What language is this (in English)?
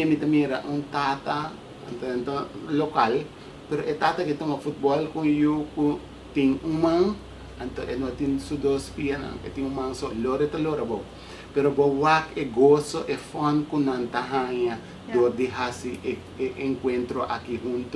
Papiamento